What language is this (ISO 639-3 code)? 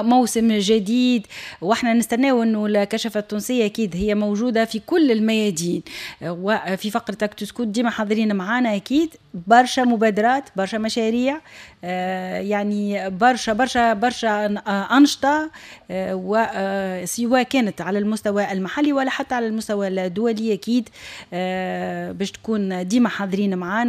aeb